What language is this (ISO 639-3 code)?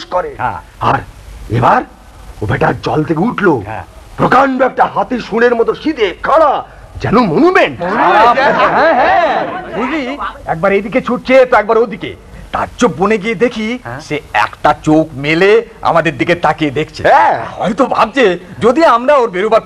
ben